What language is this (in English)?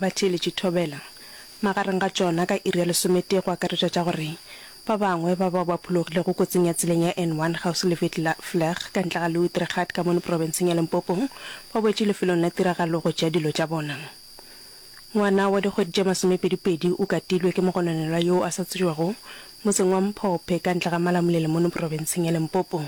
Northern Sotho